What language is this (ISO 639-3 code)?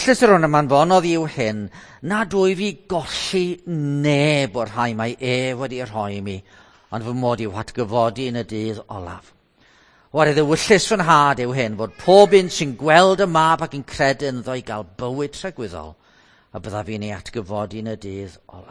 cym